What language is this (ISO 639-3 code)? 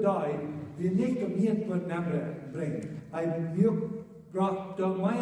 pdt